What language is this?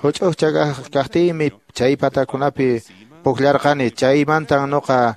Quechua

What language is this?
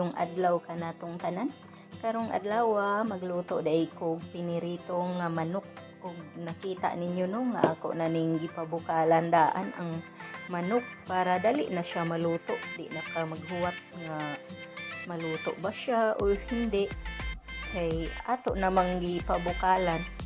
Cebuano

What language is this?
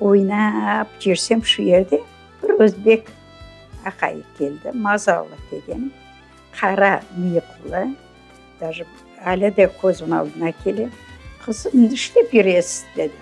Crimean Tatar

